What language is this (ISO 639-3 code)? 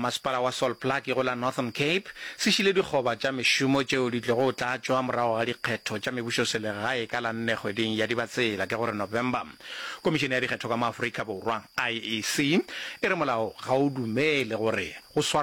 nso